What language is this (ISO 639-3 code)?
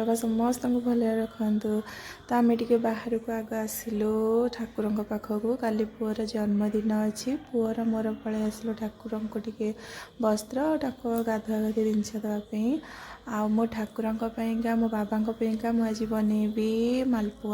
ori